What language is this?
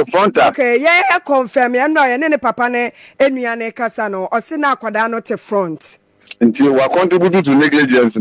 Akan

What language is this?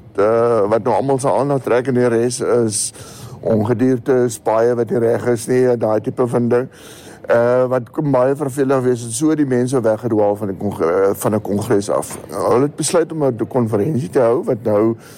Afrikaans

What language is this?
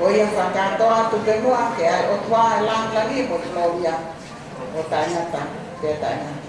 Tongan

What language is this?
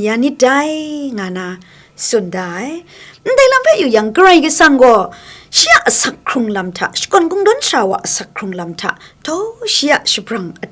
Kachin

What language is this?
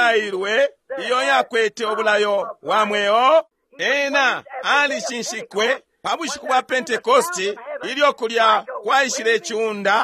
Bemba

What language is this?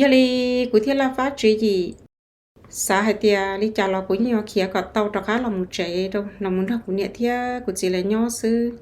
Hmong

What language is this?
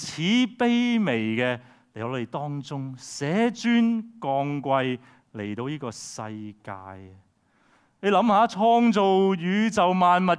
Cantonese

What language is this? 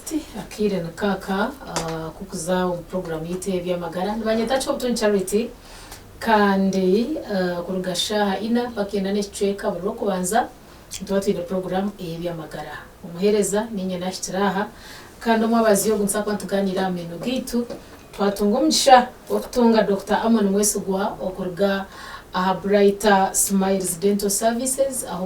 Nyankole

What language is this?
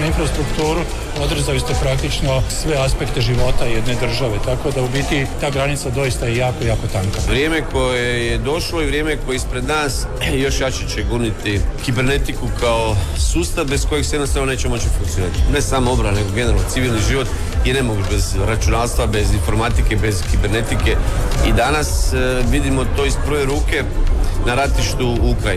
Croatian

